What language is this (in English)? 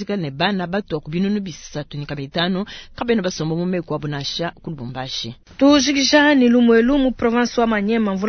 Luba-Lulua